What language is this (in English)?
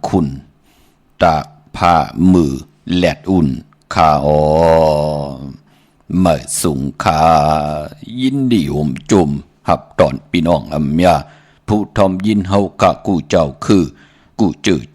Shan